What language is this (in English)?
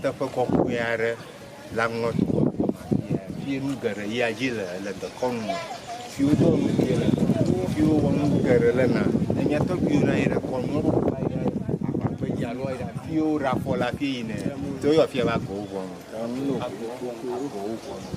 Ewe